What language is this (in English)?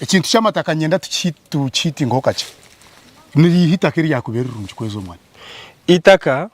Nyankole